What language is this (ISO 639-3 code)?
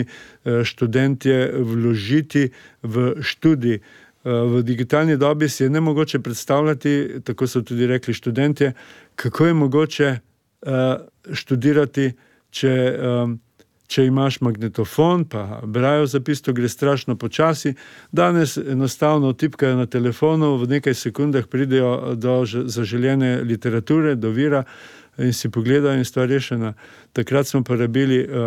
slv